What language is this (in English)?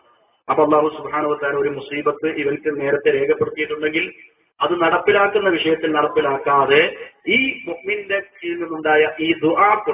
Malayalam